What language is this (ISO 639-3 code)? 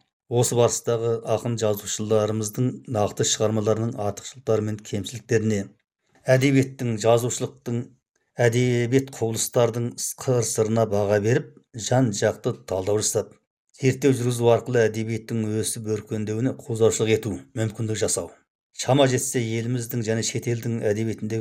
kaz